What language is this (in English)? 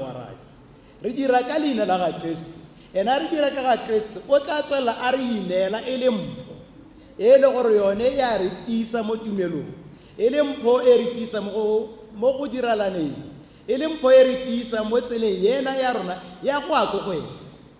Tswana